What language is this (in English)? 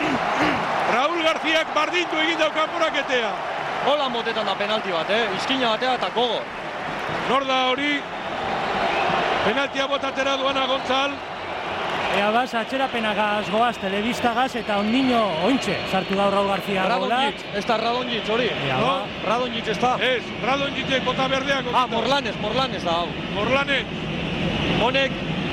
Basque